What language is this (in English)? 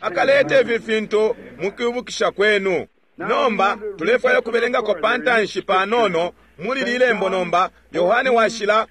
Bemba